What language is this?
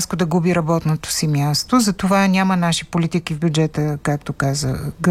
Bulgarian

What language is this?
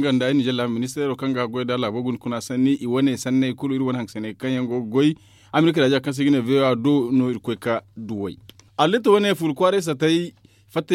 Zarma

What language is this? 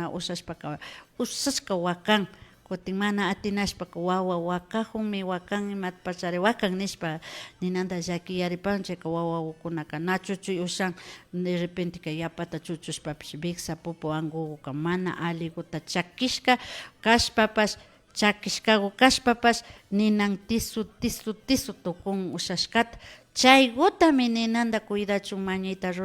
Imbabura Highland Quichua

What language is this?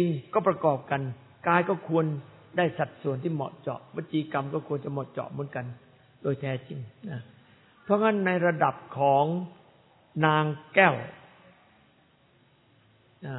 Thai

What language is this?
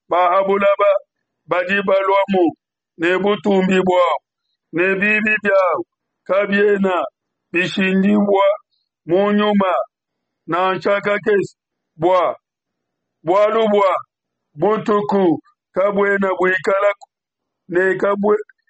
Luba-Lulua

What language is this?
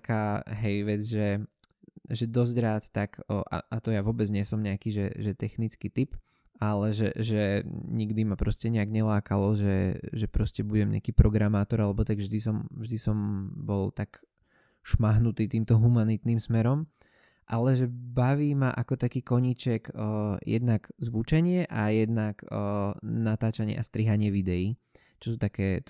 Slovak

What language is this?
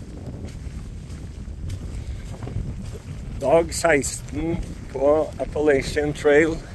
Norwegian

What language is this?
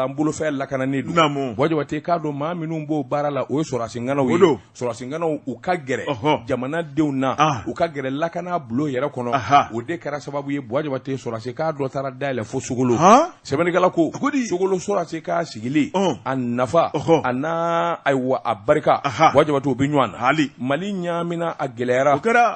Bambara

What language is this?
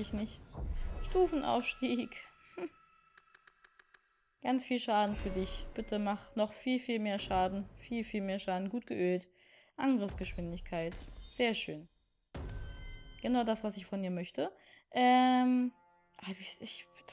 German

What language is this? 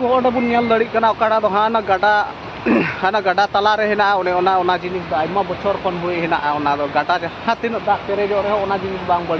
Santali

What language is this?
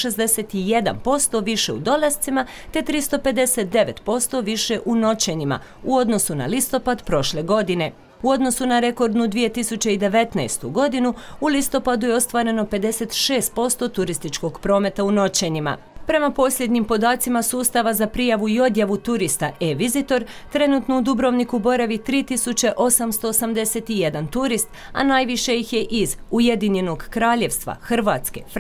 Croatian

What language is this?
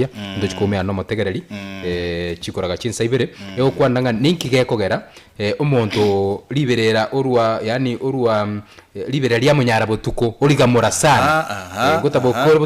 Gusii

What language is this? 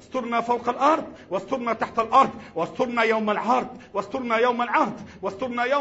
Arabic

